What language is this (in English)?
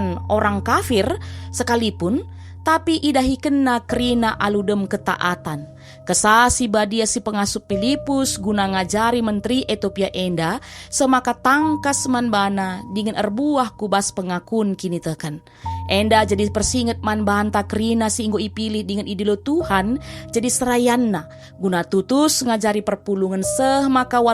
Batak Karo